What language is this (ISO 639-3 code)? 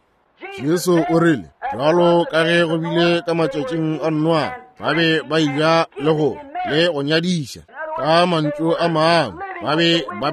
nso